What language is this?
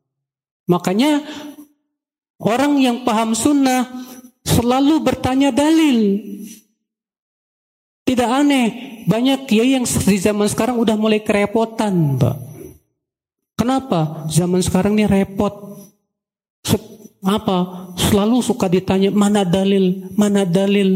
Indonesian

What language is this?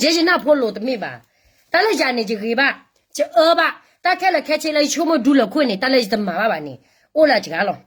S'gaw Karen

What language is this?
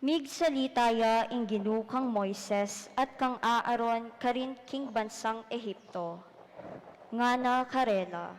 Pampanga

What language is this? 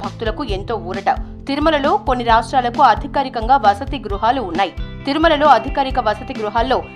Telugu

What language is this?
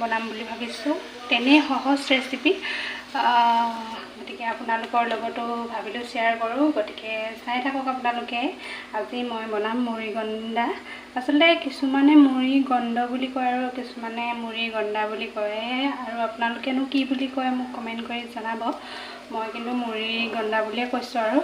Assamese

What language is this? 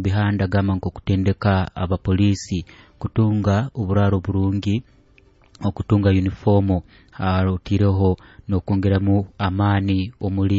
Nyoro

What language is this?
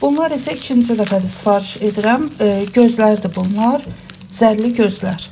Azerbaijani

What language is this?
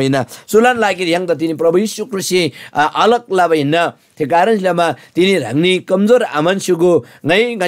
Eastern Tamang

